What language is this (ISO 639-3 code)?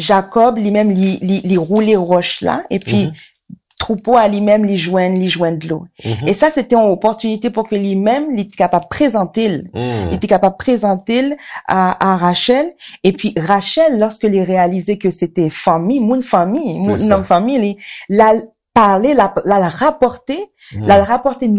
hat